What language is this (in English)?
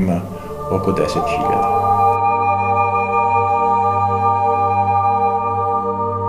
Serbian